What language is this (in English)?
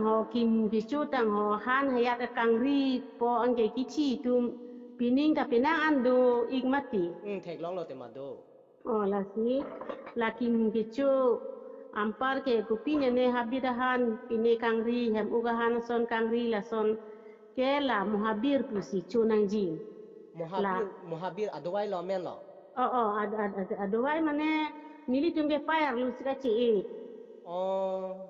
Karbi